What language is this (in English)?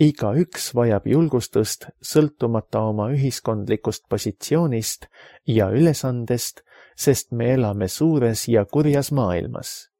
Estonian